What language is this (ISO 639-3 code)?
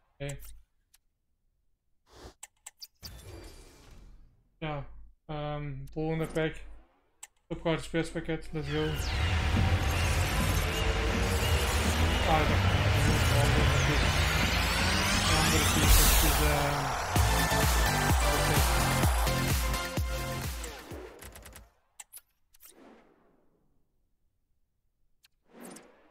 nld